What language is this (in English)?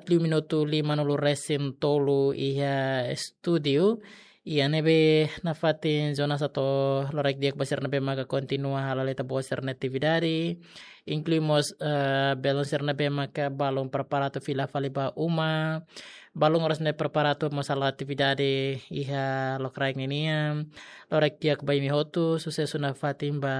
Tetum